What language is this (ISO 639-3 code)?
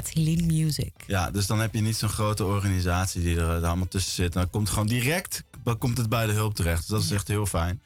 nld